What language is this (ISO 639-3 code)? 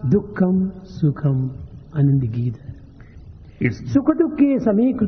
tel